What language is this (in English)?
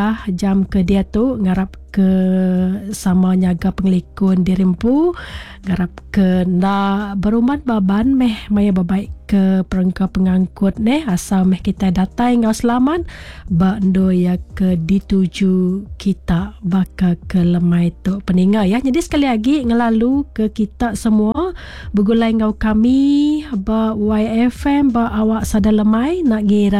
Iban